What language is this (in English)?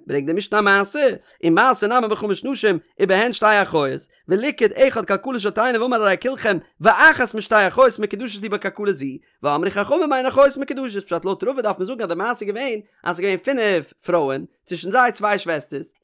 Yiddish